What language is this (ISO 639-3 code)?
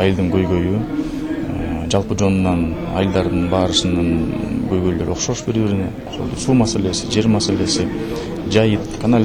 kir